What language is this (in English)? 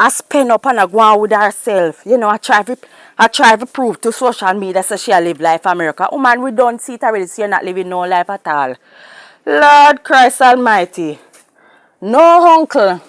Jamaican Creole English